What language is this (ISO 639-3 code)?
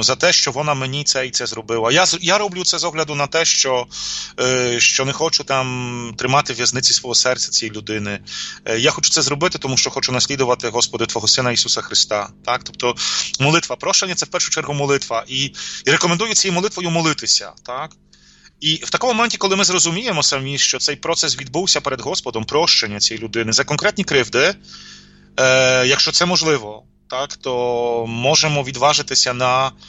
ukr